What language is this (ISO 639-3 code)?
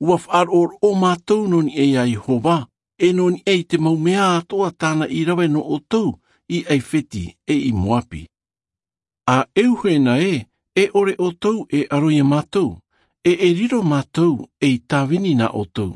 tah